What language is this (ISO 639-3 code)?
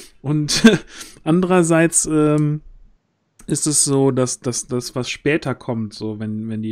deu